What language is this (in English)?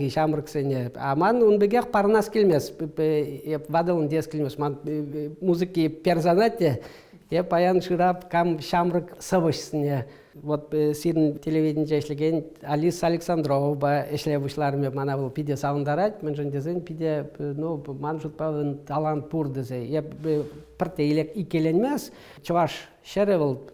Chuvash